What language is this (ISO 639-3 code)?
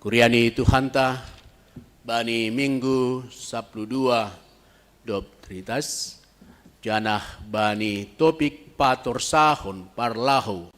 bts